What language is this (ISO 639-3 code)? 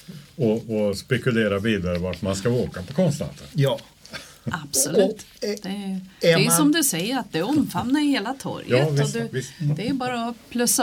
swe